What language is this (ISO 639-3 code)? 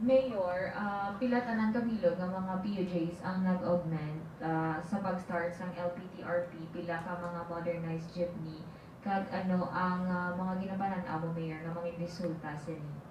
hil